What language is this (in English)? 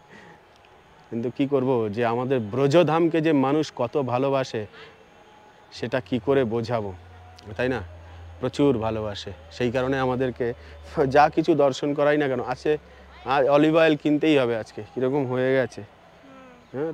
Bangla